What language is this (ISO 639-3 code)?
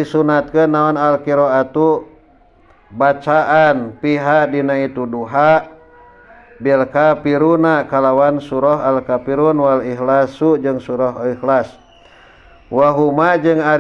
sun